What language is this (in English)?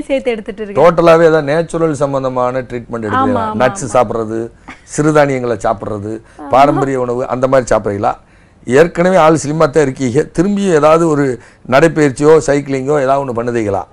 Tamil